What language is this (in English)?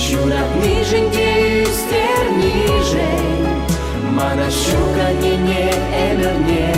Chuvash